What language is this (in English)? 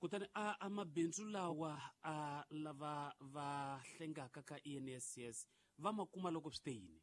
Tsonga